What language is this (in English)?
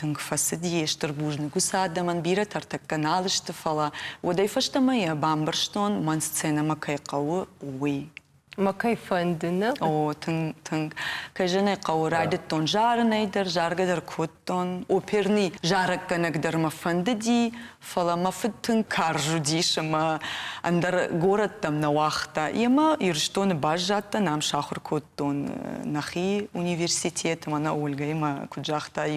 Ossetic